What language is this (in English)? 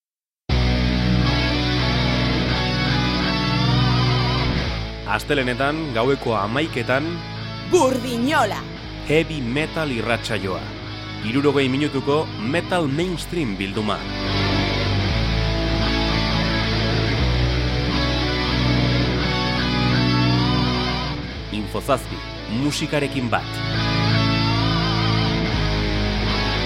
Basque